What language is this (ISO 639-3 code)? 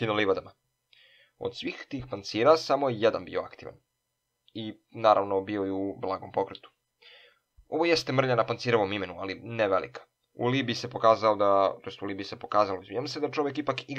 srp